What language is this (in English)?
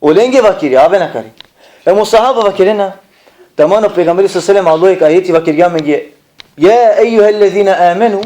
Balkan Romani